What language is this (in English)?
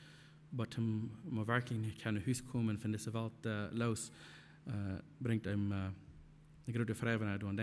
Plautdietsch